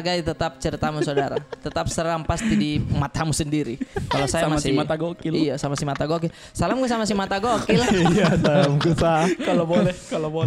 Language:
Makassar Malay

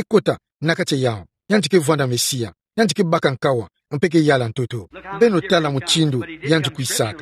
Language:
Kituba (Democratic Republic of Congo)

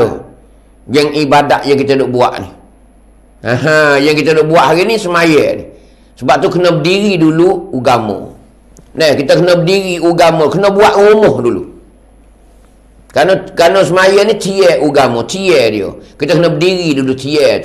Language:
Malay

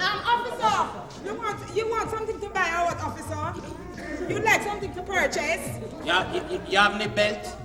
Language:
Jamaican Creole English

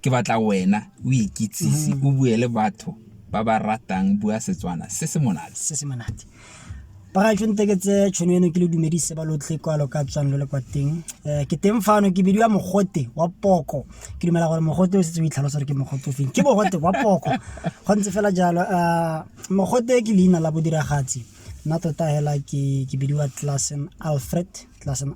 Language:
Tswana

